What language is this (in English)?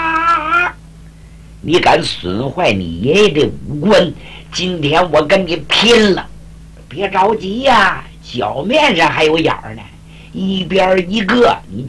Chinese